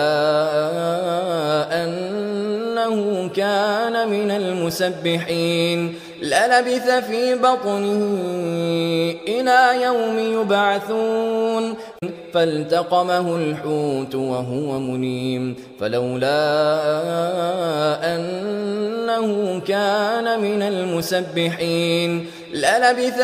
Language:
Arabic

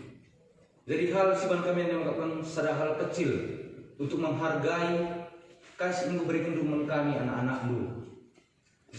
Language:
Batak Karo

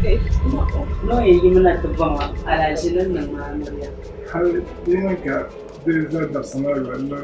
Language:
Dagbani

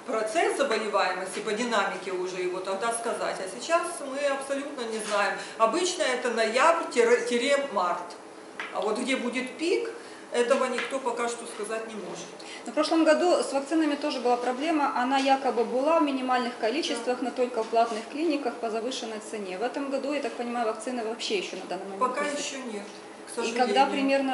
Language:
Russian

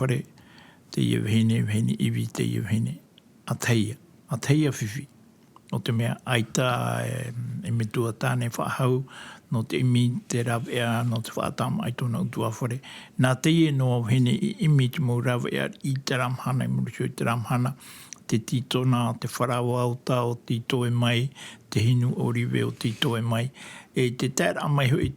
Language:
Tahitian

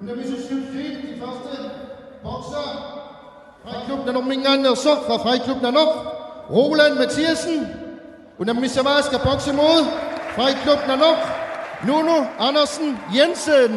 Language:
Kalaallisut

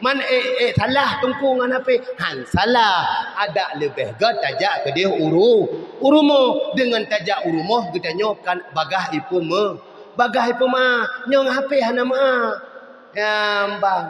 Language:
Achinese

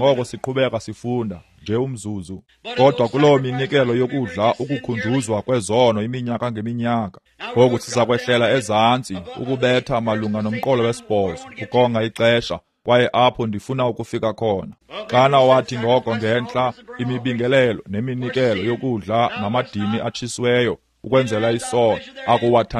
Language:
Xhosa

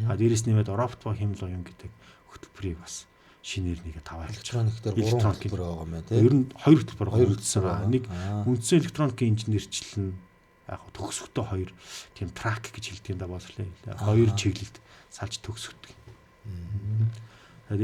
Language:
Mongolian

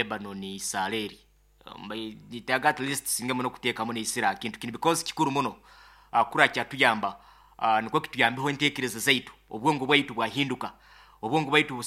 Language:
Nyoro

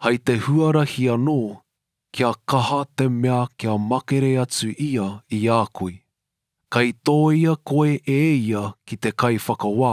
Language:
Māori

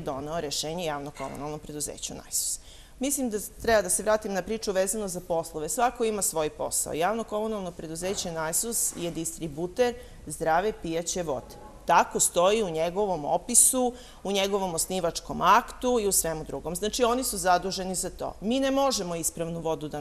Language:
Serbian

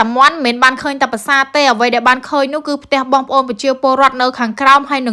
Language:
Khmer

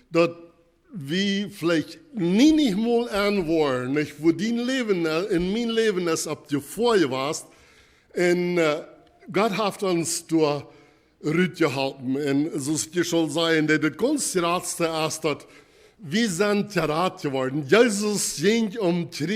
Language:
Plautdietsch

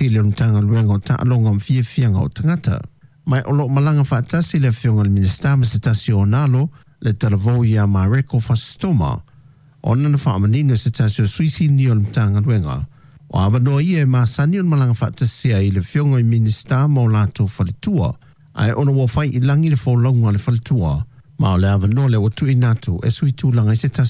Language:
Samoan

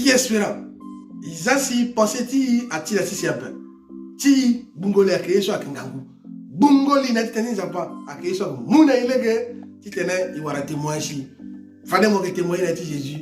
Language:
Sango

